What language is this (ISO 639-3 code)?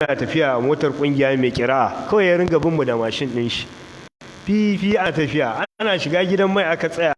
hau